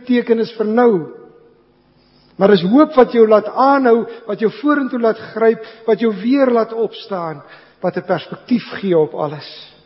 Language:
Afrikaans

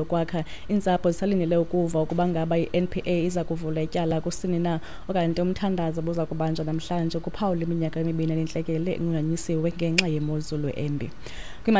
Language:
Xhosa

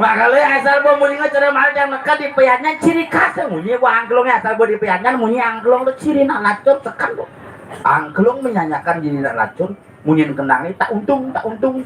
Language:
Balinese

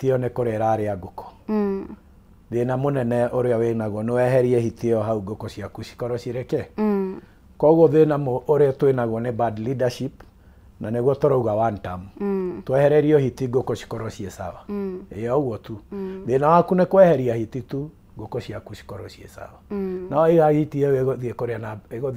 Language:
Kikuyu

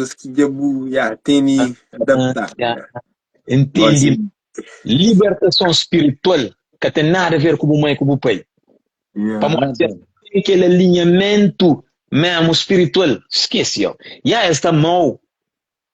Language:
Kabuverdianu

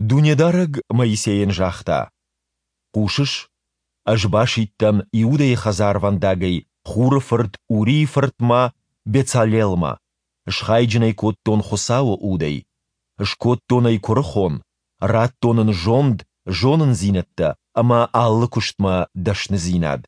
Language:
Ossetic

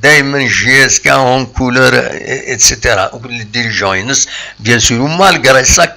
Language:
Kabyle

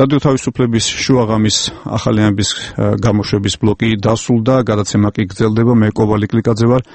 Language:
Georgian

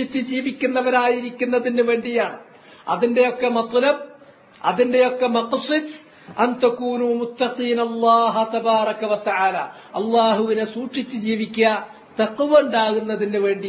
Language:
Malayalam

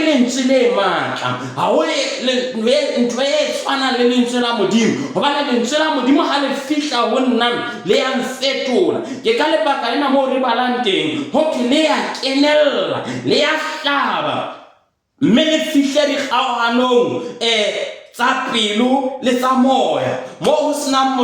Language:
Southern Sotho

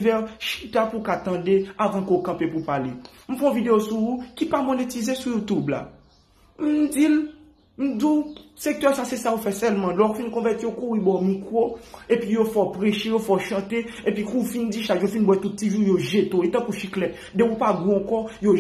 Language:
Haitian Creole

